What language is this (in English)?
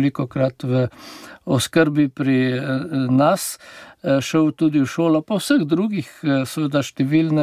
Slovenian